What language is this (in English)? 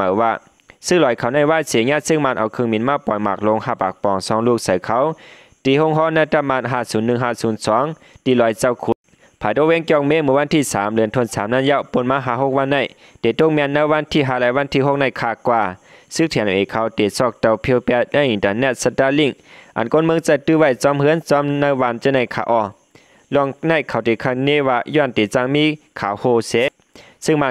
Shan